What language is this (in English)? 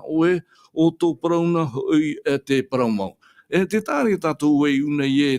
Tahitian